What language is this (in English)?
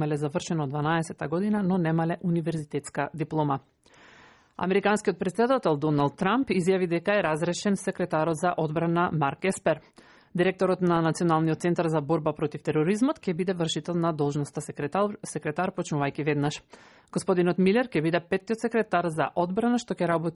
Macedonian